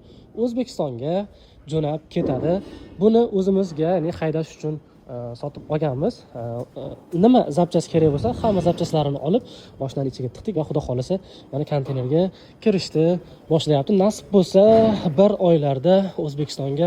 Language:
Uzbek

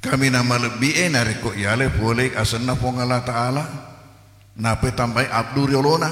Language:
Buginese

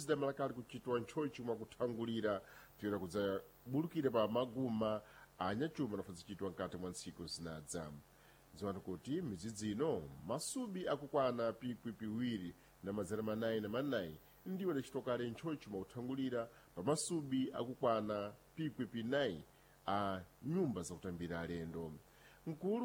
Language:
Sena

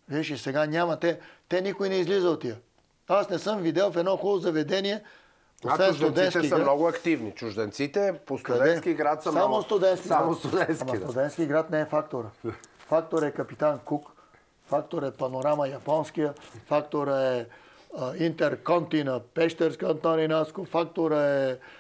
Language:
Bulgarian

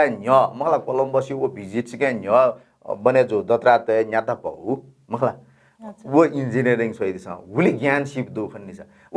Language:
Newari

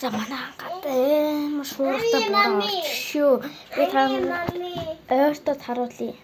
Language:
Mongolian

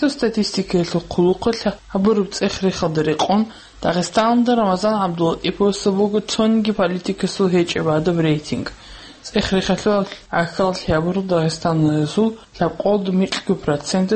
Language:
Avaric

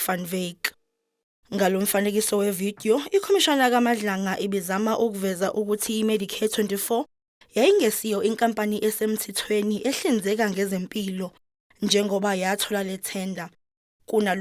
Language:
Zulu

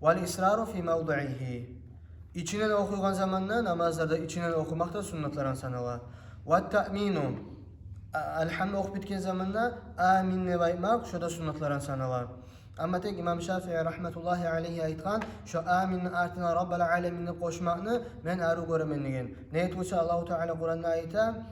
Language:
Kumyk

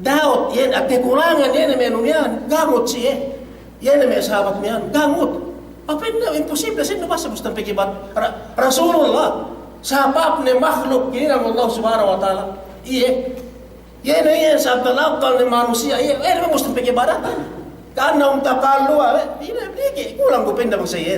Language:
Yakan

